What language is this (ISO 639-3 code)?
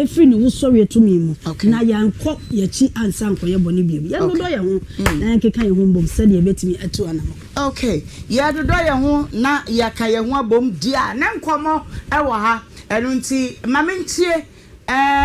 aka